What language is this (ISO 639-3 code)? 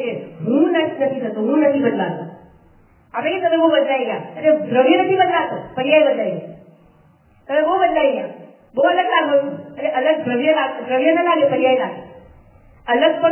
guj